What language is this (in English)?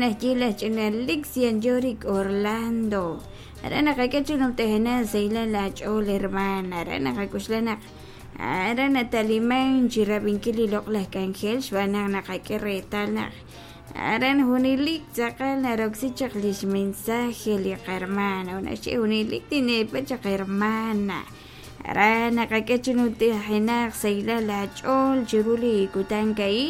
Kekchí